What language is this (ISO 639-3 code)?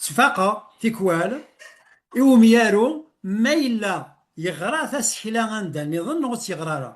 kab